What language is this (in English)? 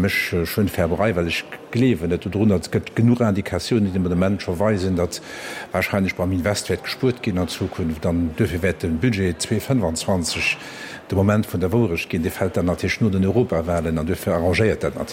Luxembourgish